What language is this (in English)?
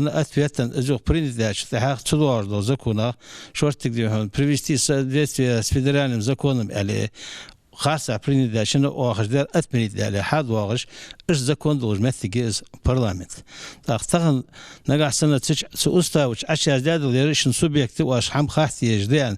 Ingush